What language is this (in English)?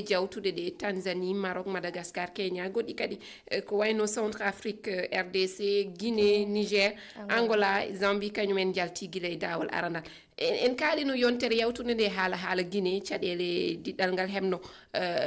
Fula